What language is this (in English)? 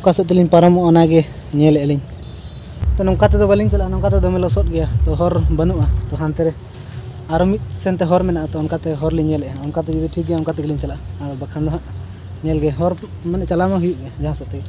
Santali